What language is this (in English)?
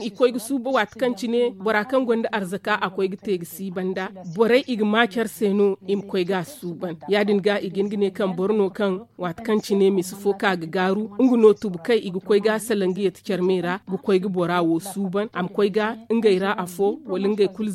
Zarma